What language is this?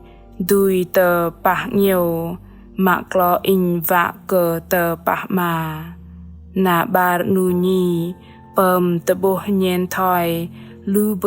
Bahnar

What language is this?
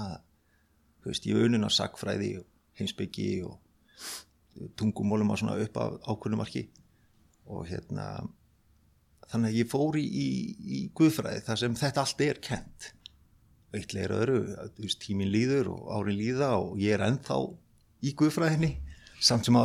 Icelandic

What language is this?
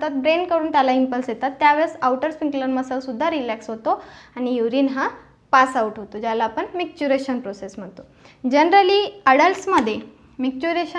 Marathi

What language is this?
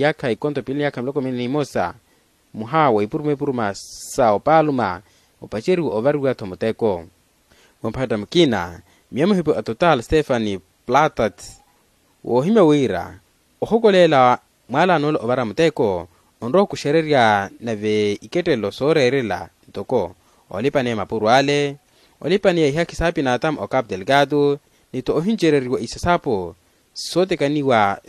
Makhuwa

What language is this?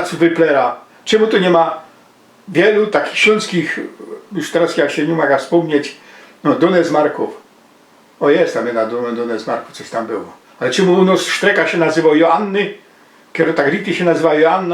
Silesian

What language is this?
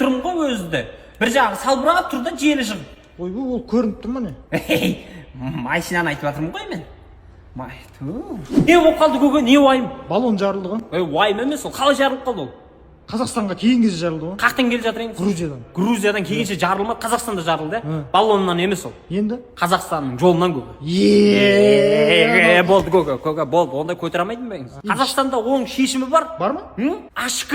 Kazakh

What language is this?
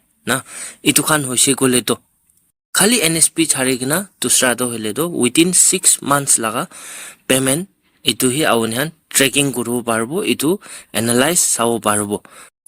Naga Pidgin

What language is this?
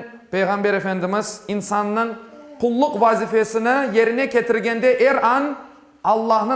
Crimean Tatar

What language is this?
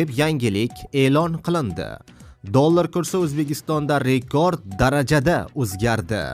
Uzbek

